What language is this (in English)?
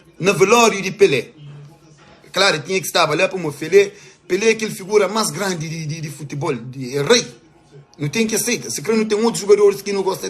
Kabuverdianu